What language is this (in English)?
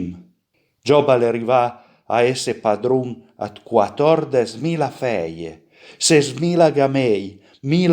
Piedmontese